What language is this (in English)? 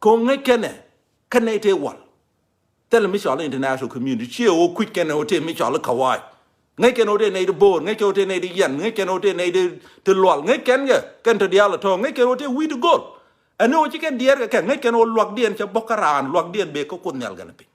Nuer